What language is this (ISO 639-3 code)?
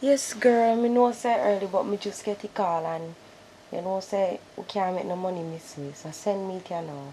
jam